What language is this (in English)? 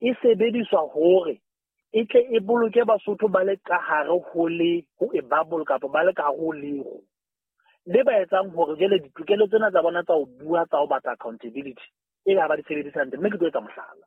Southern Sotho